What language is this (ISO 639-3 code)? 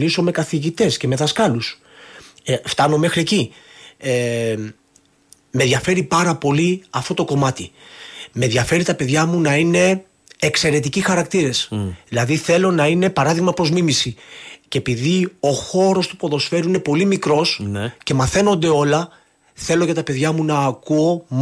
ell